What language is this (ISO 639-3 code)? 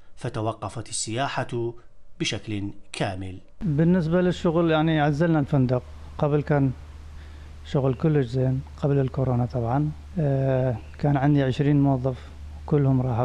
acm